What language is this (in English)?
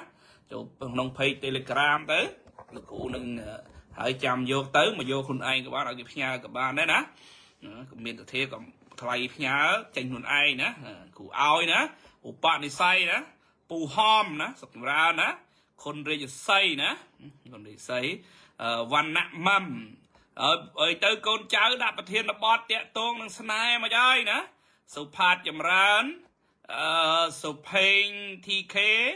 Khmer